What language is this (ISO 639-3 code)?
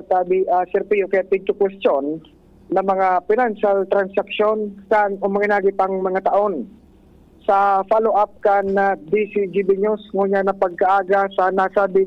bik